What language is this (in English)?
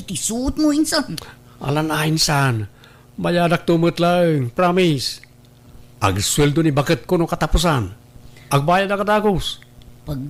Iloko